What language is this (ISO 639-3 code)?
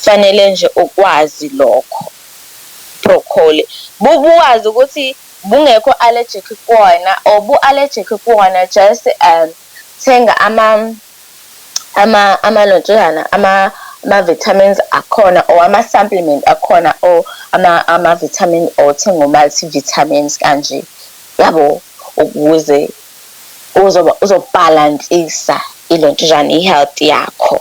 zul